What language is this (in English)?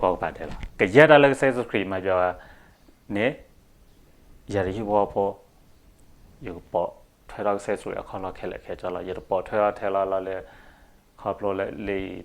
S'gaw Karen